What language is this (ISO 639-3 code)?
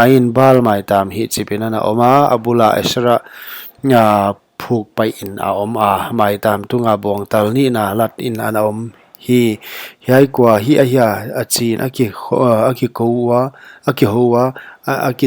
pck